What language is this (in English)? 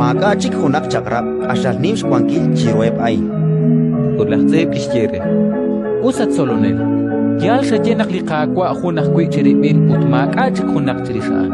Kekchí